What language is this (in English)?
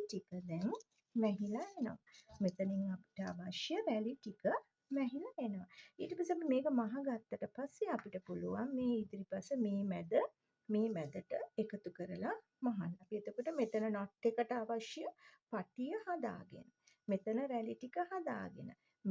Sinhala